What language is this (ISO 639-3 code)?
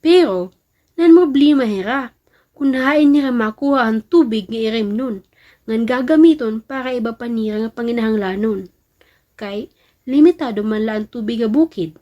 war